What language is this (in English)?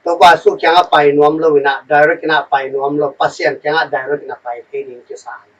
Tedim Chin